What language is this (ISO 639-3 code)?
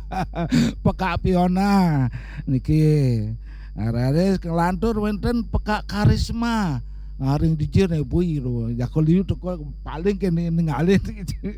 ban